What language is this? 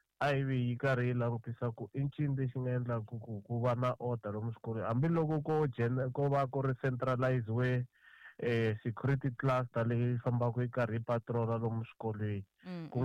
Tsonga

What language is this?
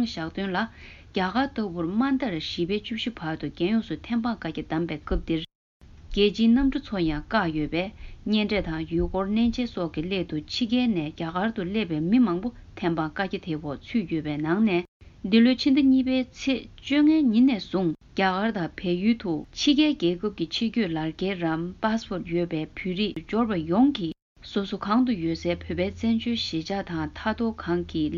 Tibetan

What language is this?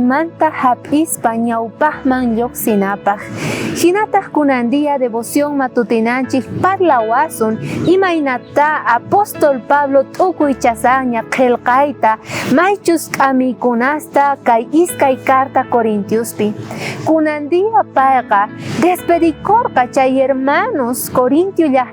South Bolivian Quechua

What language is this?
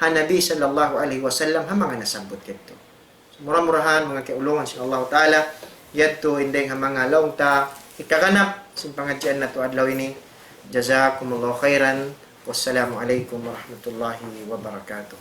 Tausug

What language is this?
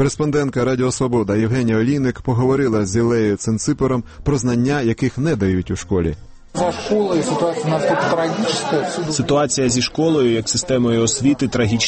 Ukrainian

